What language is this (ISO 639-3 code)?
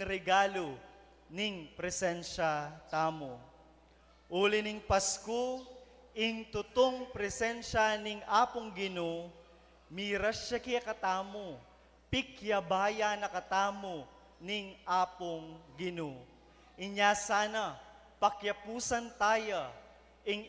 pam